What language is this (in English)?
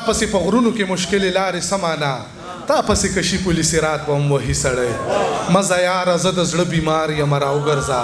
Pashto